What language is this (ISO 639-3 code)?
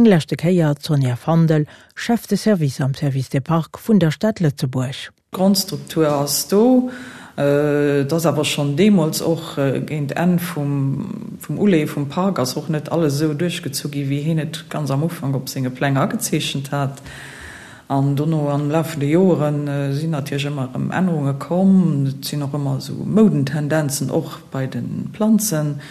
ltz